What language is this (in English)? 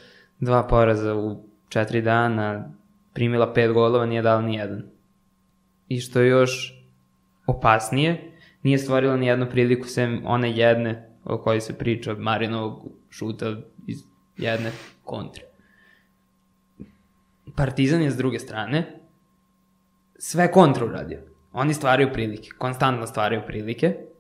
Serbian